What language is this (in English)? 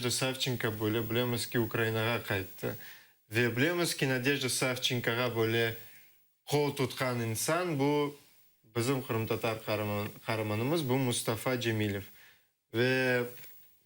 Crimean Tatar